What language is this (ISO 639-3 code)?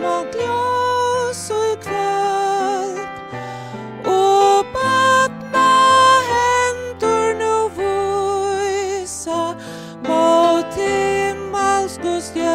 fao